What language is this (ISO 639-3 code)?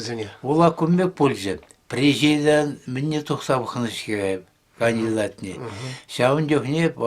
chv